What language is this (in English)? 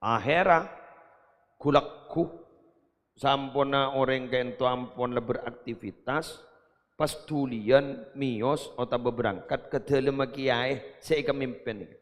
Madurese